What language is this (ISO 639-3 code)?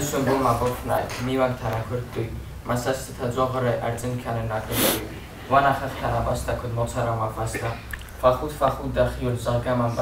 oss